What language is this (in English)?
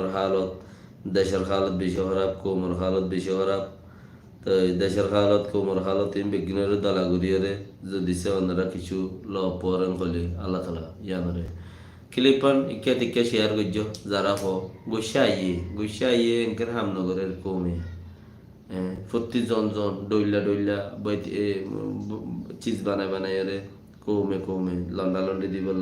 Rohingya